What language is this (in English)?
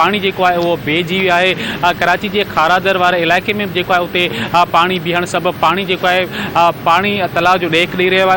Sindhi